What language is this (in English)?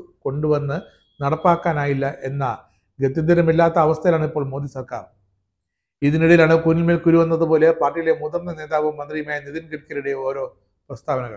Malayalam